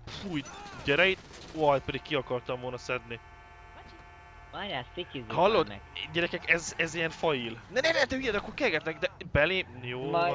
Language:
Hungarian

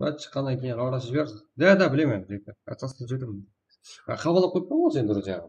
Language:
Kara-Kalpak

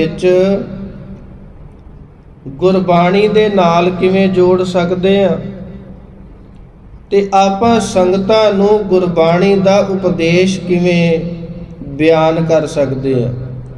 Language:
Punjabi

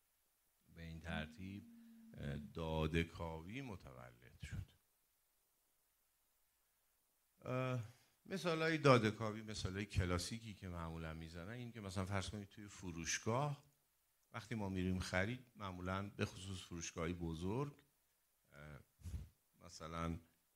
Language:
Persian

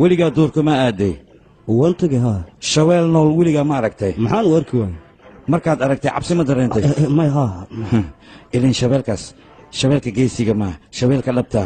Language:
Somali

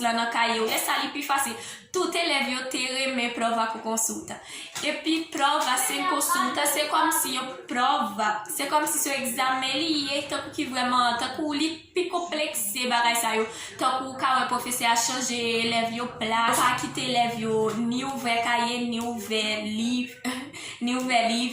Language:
Haitian Creole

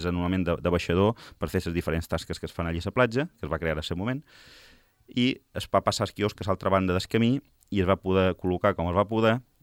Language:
Catalan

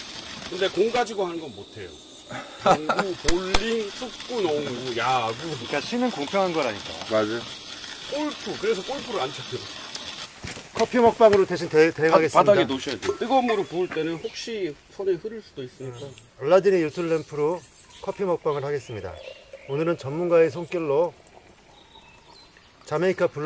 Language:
Korean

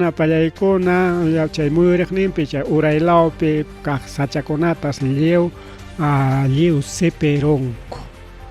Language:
Ayacucho Quechua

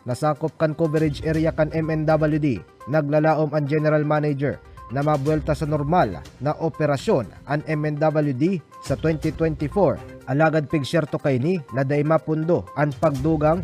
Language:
Bikol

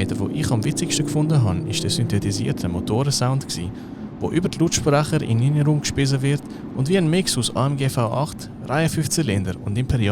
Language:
Swiss German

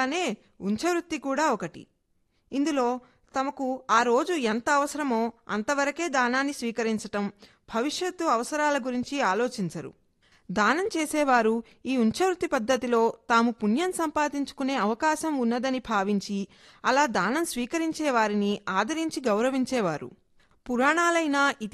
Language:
Telugu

